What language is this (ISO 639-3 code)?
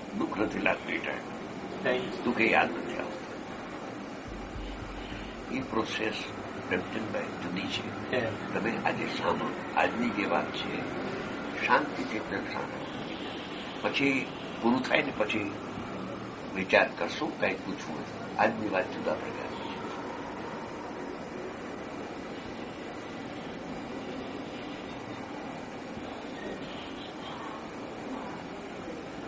guj